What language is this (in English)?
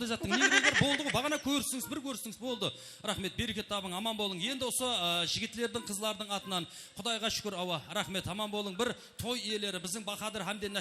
Kara-Kalpak